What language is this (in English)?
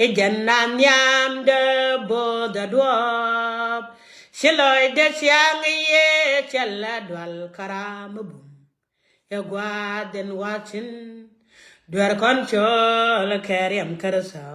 Nuer